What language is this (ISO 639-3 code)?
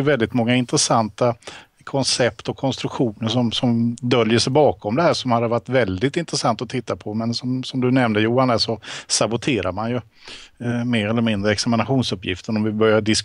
swe